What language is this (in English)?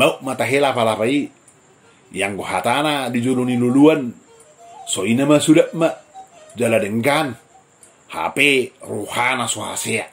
Batak Toba